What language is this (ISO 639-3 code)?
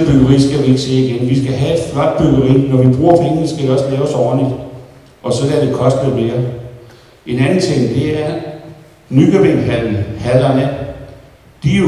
dan